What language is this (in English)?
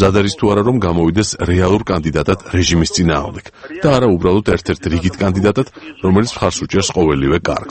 Georgian